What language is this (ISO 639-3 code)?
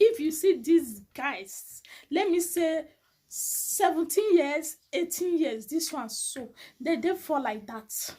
pcm